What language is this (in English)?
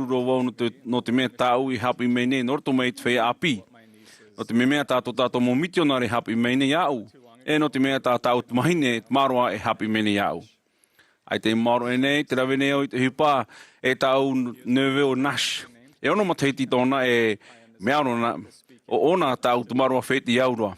Tahitian